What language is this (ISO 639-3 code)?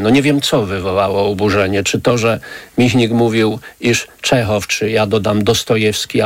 pol